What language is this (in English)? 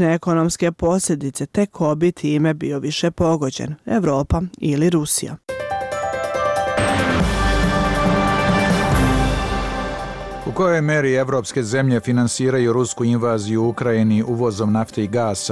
Serbian